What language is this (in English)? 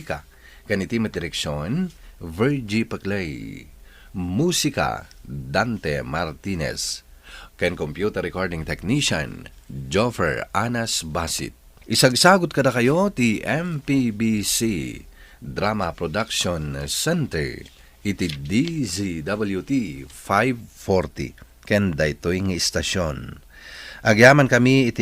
Iloko